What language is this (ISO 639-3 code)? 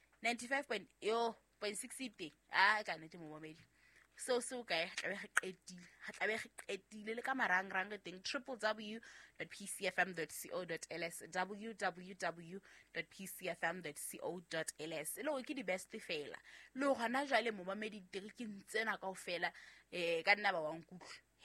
sot